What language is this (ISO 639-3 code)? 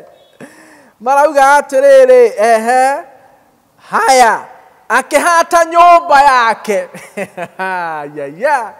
kik